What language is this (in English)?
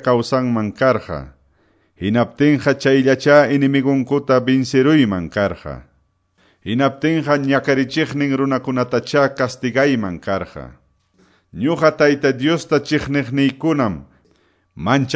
Quechua